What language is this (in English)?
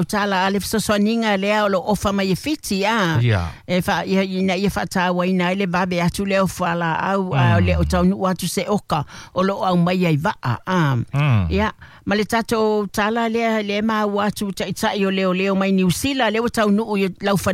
Samoan